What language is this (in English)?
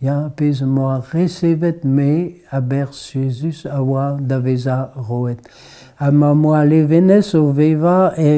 Breton